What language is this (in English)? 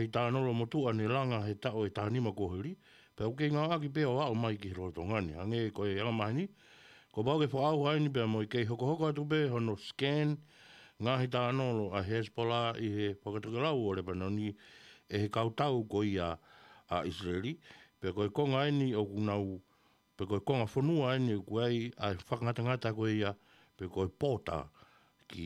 Tongan